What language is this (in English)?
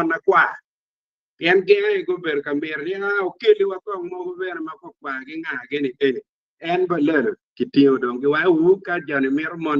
Acoli